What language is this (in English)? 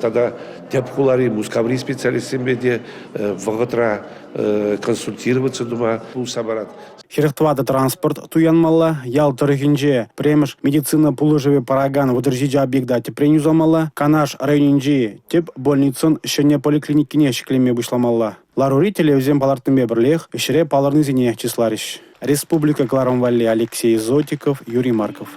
Chuvash